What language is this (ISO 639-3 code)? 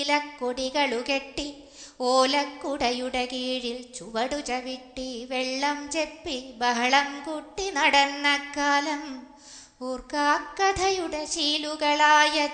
mal